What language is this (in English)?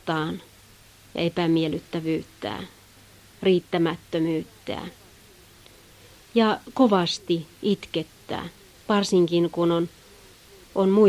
Finnish